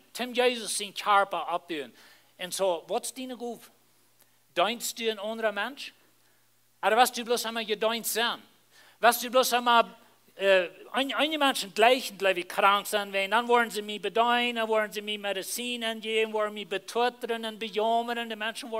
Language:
Plautdietsch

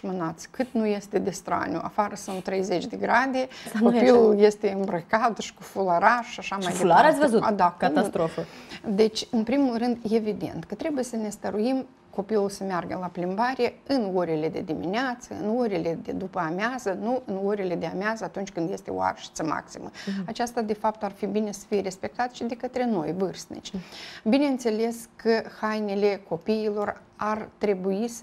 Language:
Romanian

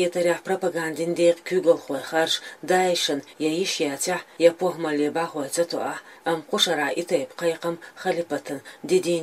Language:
Chechen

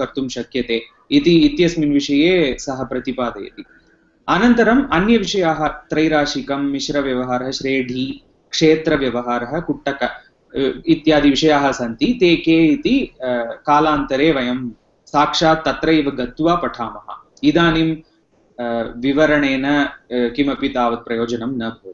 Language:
Sanskrit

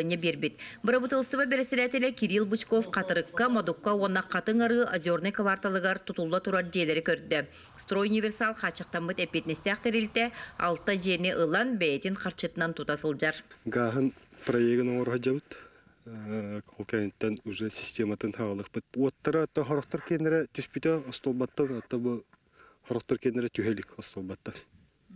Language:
Yakut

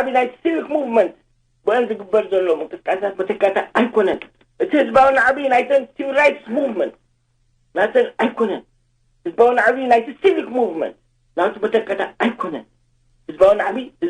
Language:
Tigrinya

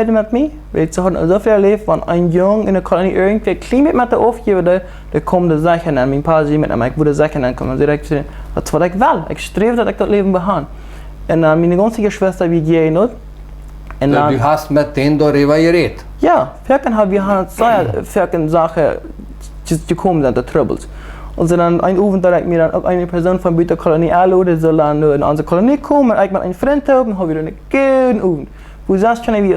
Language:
Plautdietsch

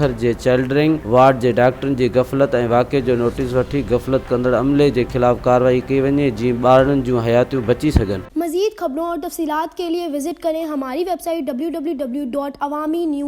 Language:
Sindhi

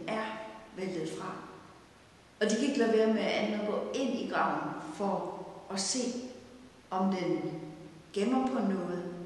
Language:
Danish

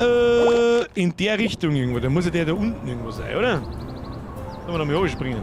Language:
Bavarian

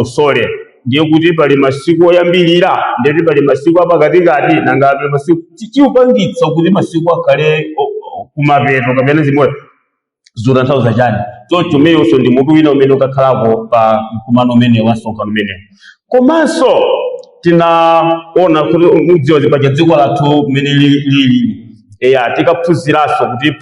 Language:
Nyanja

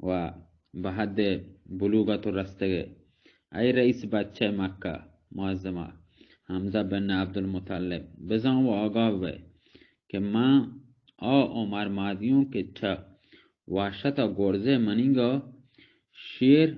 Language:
Baluchi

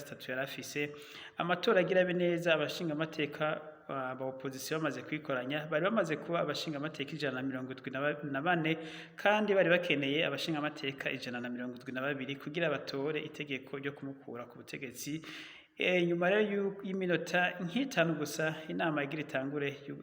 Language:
Rundi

